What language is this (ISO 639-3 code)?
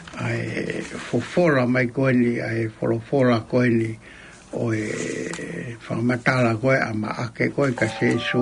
ton